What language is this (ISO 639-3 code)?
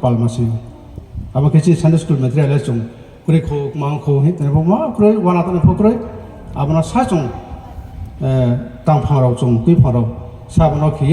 ria